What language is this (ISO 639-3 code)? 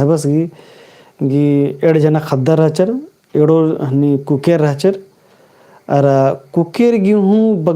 kru